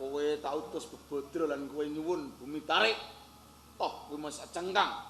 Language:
Javanese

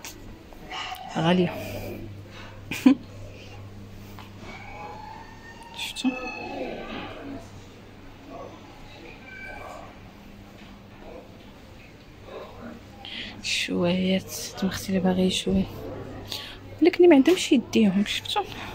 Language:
Moroccan Arabic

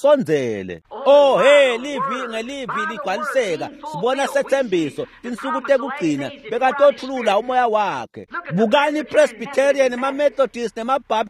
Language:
Swati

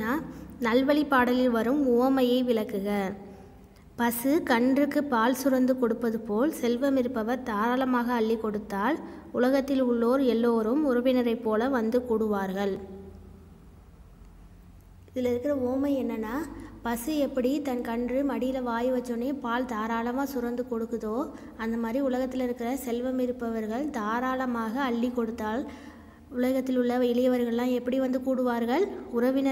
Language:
Tamil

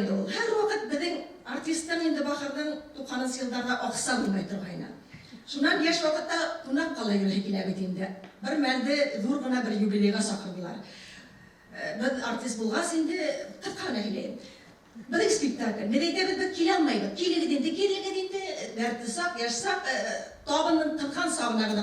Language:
Bashkir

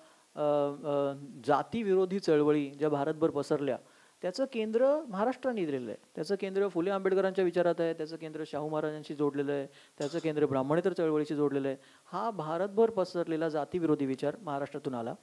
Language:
Marathi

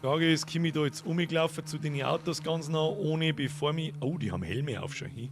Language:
Bavarian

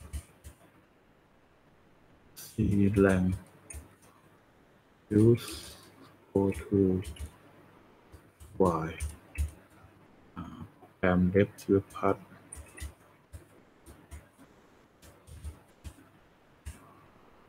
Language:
Thai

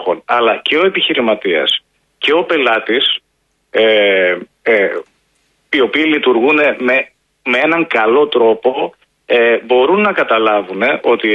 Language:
Greek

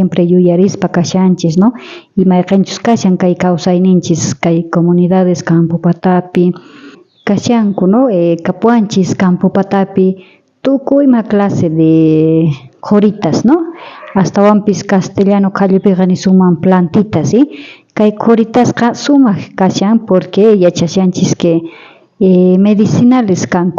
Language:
South Bolivian Quechua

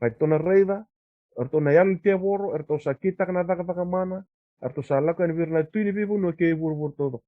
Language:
Fijian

